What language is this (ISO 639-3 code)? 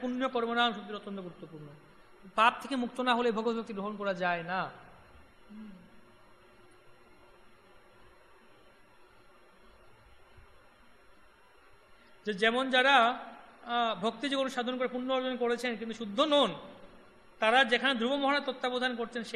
ben